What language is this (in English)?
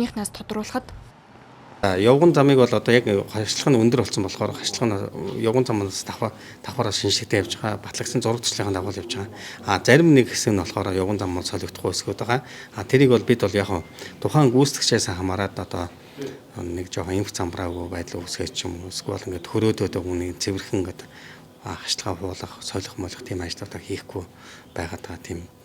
Mongolian